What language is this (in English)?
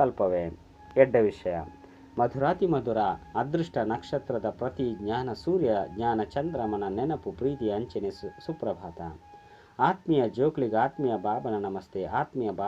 Tulu